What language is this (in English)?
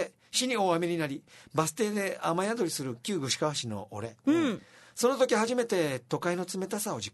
Japanese